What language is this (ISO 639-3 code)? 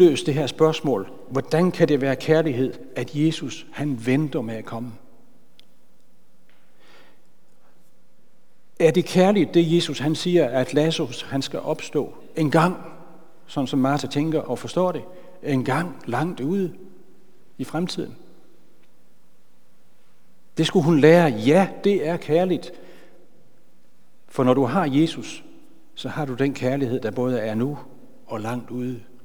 dan